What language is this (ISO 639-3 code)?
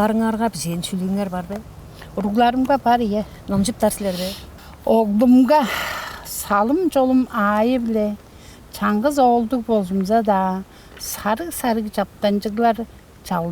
tyv